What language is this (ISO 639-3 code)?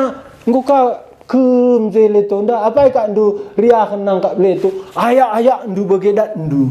btx